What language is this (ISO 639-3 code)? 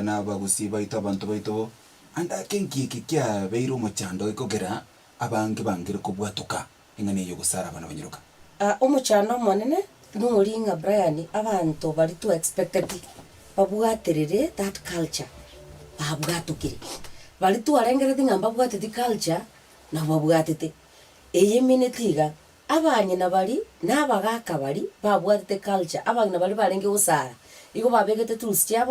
guz